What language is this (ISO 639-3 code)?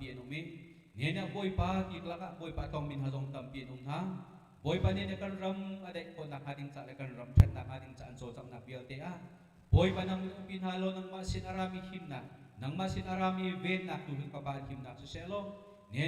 cnh